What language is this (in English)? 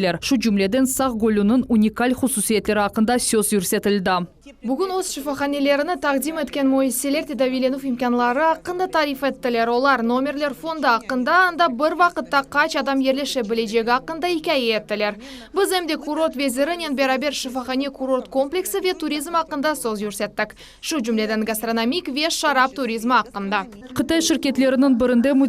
Crimean Tatar